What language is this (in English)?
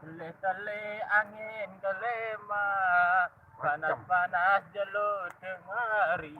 Sasak